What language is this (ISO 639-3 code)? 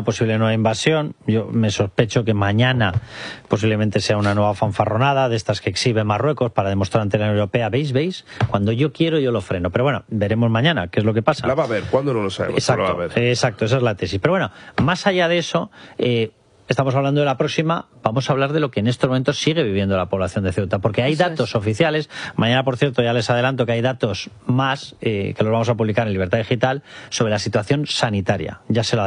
spa